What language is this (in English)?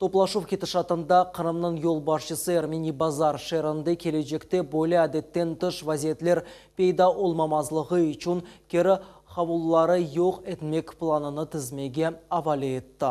Crimean Tatar